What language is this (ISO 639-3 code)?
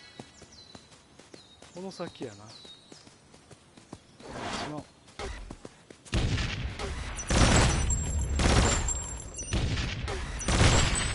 jpn